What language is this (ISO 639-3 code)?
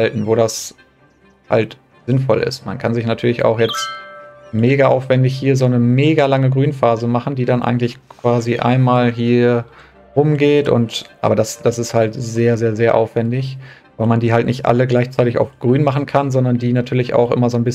deu